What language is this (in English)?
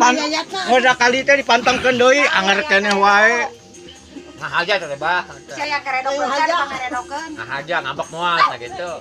Sundanese